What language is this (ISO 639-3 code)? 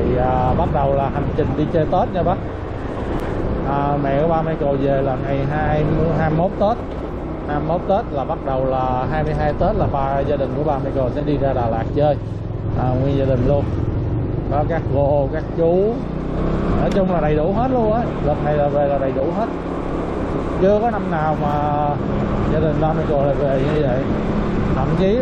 vie